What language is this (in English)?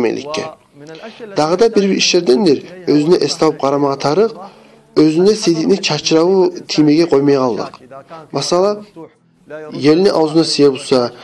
Kumyk